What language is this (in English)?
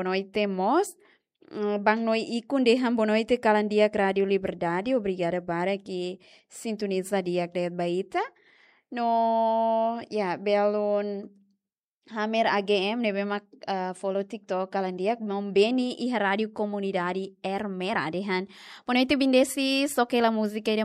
Tetum